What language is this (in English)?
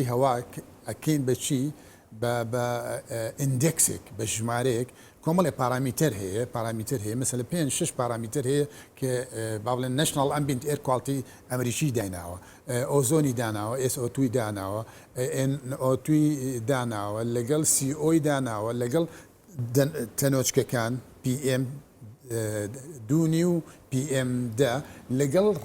Central Kurdish